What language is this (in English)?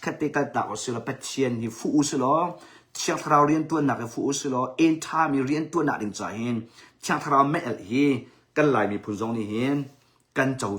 Hakha Chin